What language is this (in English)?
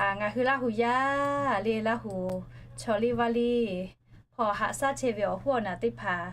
Lahu